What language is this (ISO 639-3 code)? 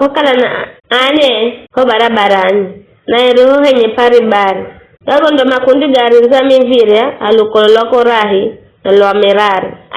nyf